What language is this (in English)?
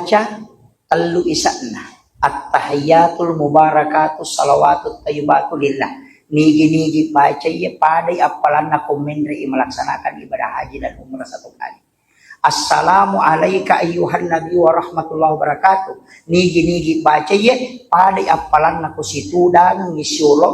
Buginese